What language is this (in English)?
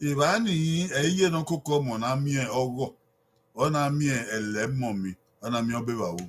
Bini